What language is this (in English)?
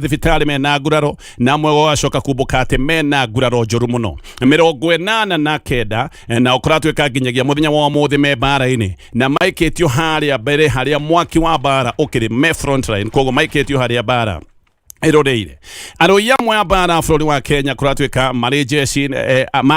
Kikuyu